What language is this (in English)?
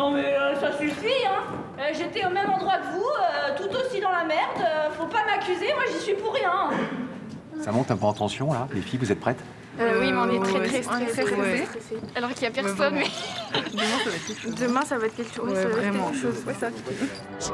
French